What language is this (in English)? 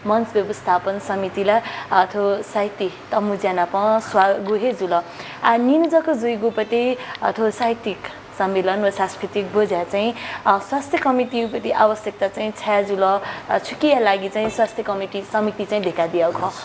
Newari